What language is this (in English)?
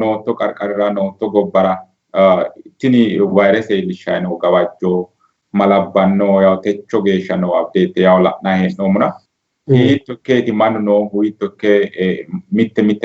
Sidamo